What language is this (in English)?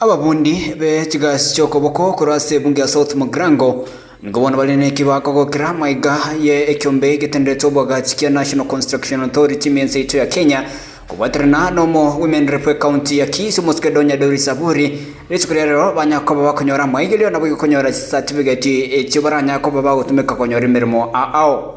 Gusii